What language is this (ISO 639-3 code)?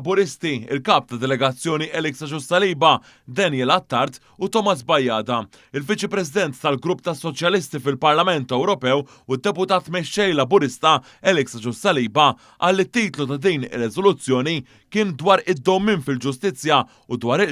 mlt